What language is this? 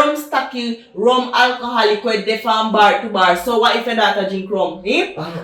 Jamaican Creole English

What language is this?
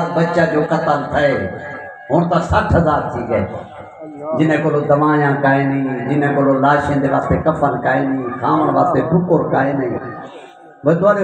Saraiki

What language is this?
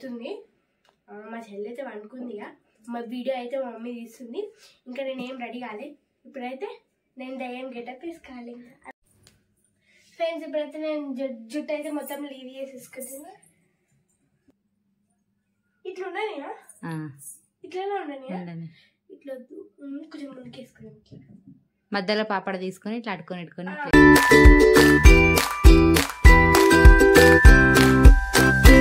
Telugu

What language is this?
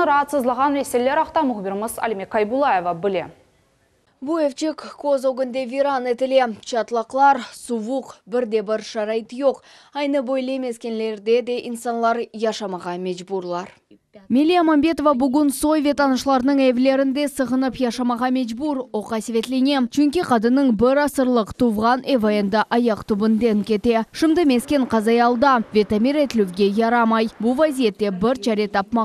Crimean Tatar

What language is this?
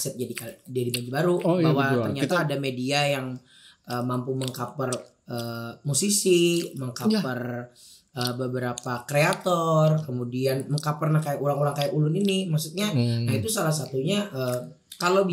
Banjar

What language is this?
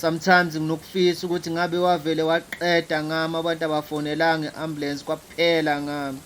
Zulu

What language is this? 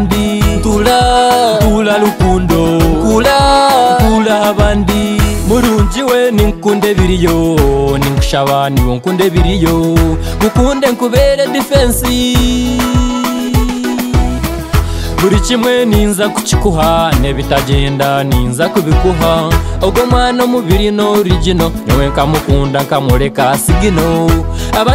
Kinyarwanda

